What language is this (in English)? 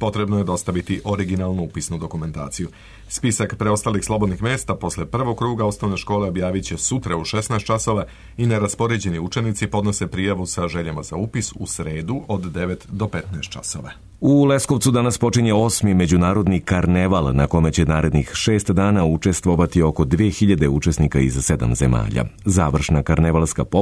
Serbian